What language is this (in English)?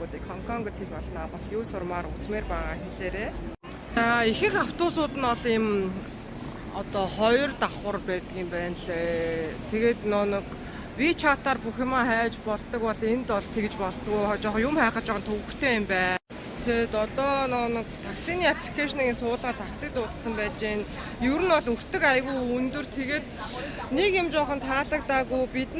Mongolian